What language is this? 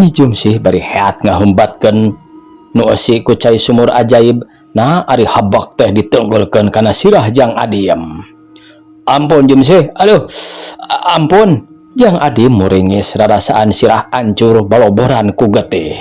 Sundanese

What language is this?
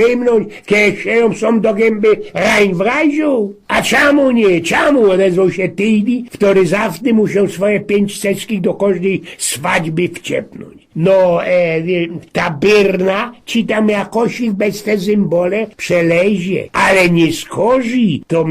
Silesian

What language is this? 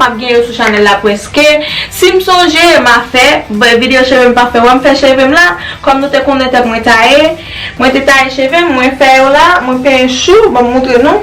Haitian Creole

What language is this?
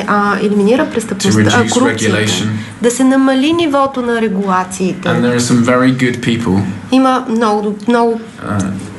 Bulgarian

